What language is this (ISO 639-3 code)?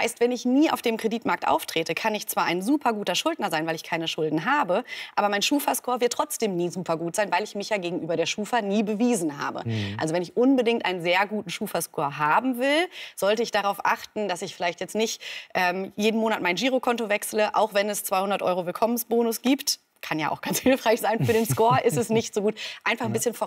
deu